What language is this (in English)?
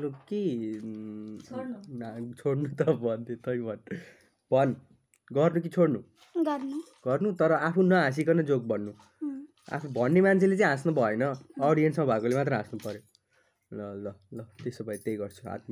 Nepali